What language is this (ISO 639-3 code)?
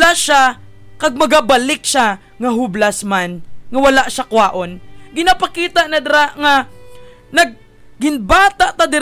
hil